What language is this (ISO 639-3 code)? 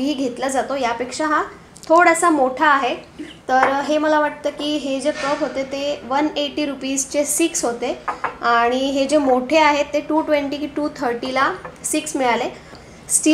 mar